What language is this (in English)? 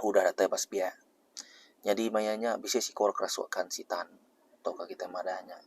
Iban